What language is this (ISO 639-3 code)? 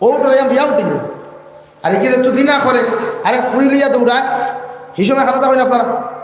syl